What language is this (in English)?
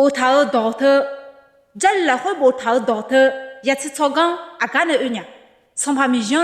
Akha